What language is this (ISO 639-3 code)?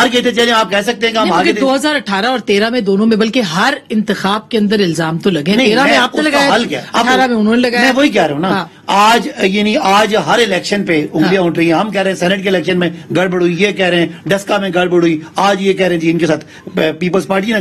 urd